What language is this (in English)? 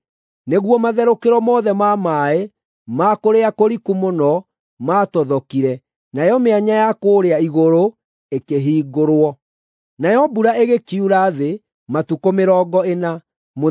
Kikuyu